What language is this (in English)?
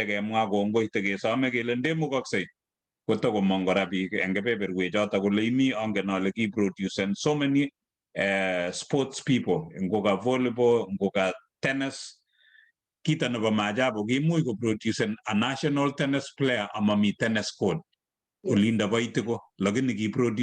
Kalenjin